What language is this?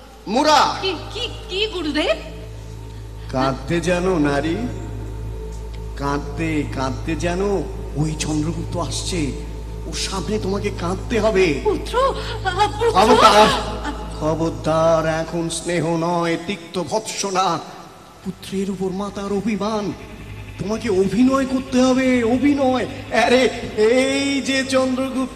Bangla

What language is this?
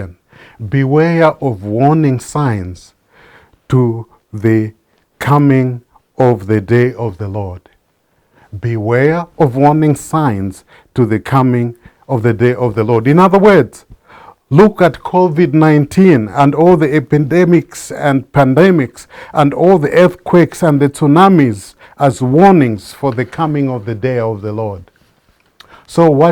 English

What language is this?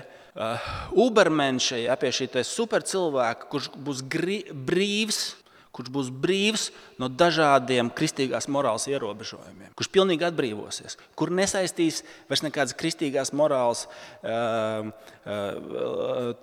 Latvian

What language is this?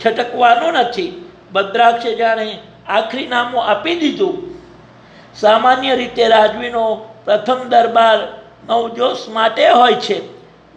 Gujarati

